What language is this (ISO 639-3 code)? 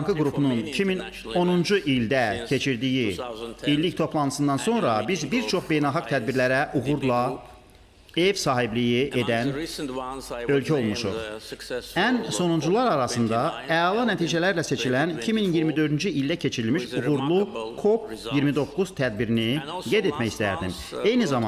aze